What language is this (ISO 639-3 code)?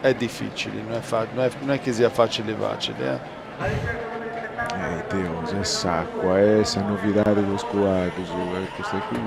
srd